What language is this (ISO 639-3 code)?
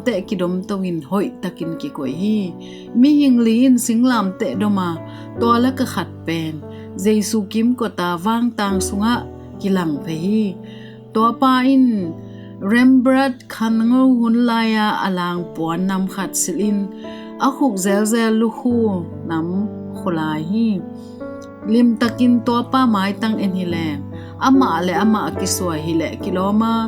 ctd